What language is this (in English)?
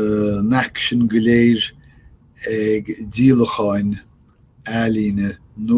Irish